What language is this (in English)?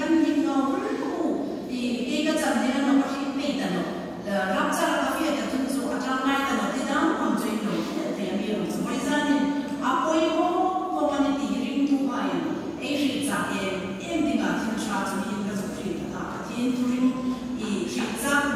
Hmar